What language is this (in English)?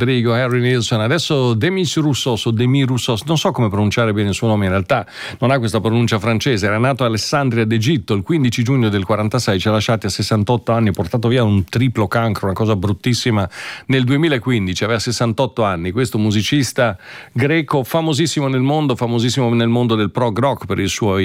Italian